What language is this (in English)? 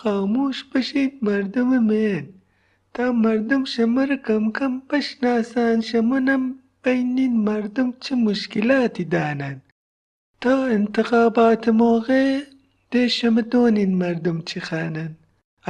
Gilaki